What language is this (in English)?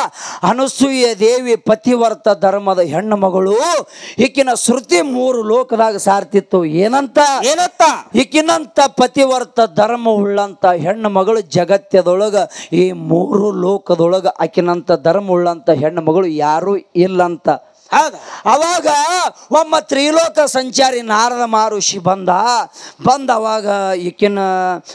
Kannada